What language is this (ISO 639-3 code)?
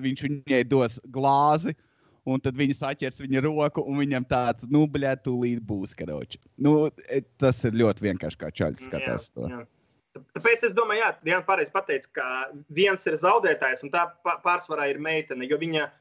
lav